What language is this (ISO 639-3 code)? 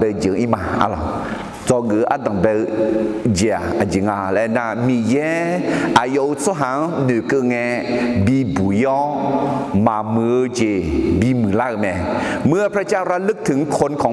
ahk